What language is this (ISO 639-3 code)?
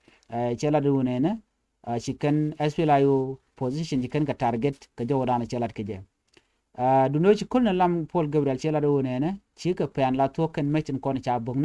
nus